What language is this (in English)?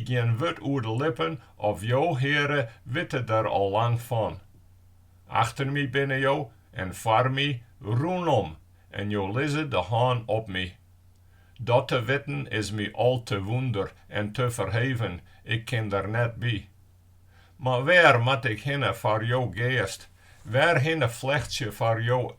Western Frisian